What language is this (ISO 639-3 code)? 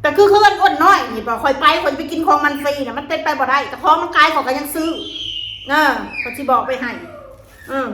tts